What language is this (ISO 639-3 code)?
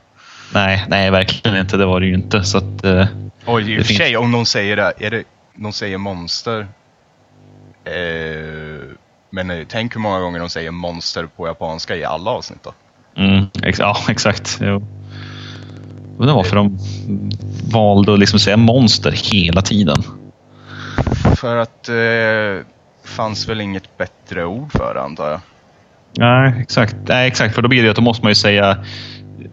swe